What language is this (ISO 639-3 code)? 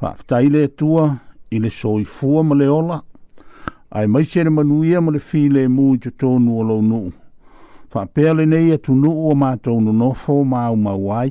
smo